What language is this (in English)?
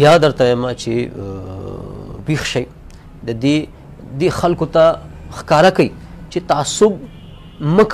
Pashto